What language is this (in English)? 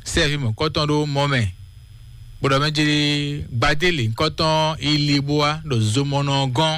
Fon